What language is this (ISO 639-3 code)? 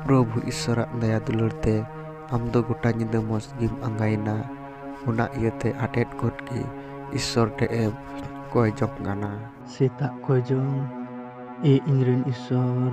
sat